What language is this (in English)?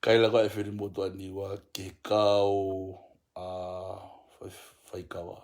Tongan